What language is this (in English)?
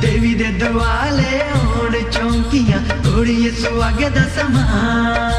Dogri